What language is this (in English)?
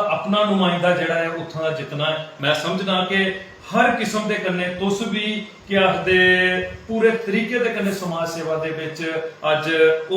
Dogri